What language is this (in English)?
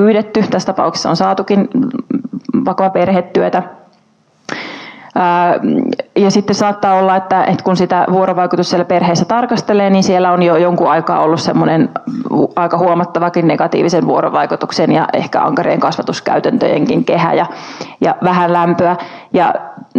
Finnish